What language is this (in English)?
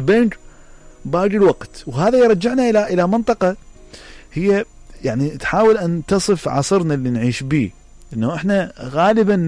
Mesopotamian Arabic